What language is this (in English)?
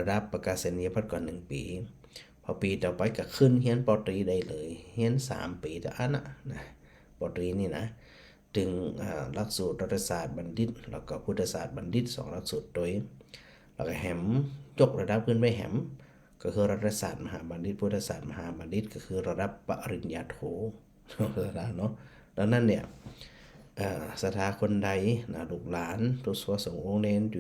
Northern Thai